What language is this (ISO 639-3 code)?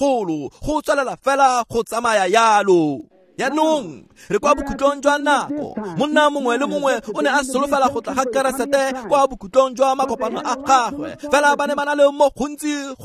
tsn